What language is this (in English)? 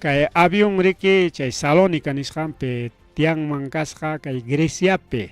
Ayacucho Quechua